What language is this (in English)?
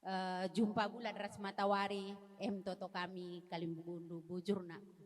Batak Karo